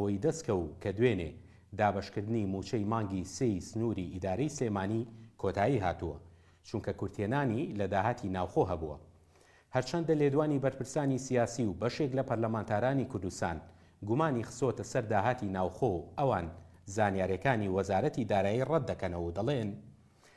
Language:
Central Kurdish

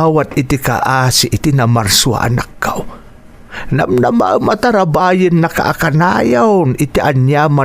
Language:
Iloko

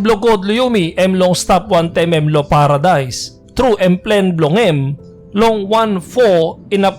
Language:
Tok Pisin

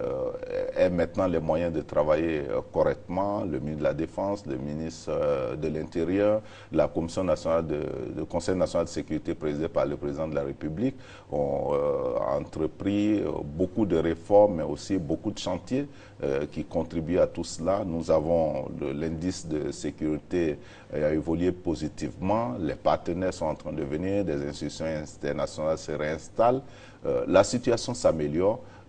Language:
French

